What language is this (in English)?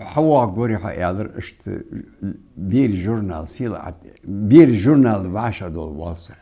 Ingush